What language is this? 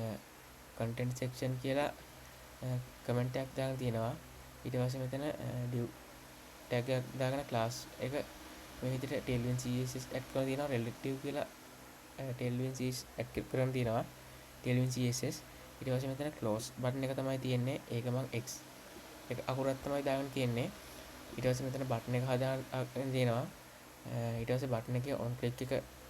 Sinhala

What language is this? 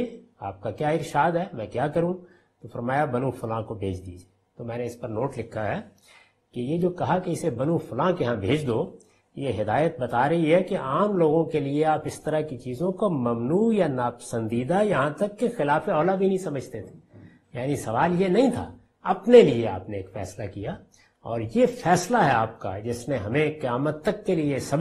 Urdu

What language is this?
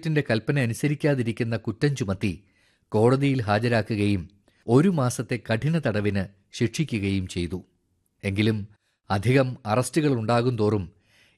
Malayalam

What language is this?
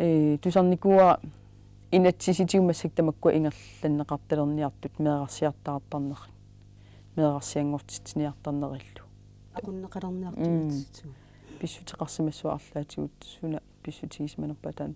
Kalaallisut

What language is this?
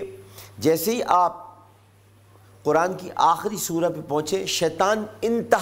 Urdu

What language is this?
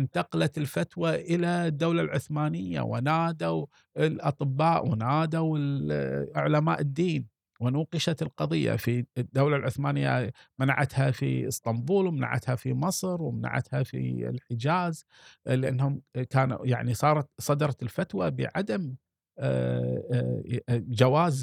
Gulf Arabic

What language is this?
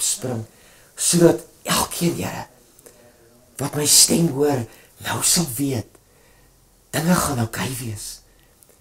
Afrikaans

